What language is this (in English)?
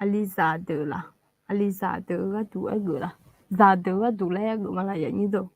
Akha